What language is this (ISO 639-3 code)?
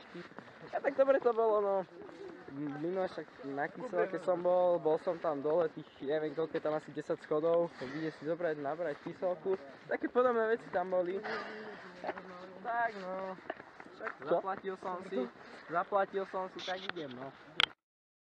slk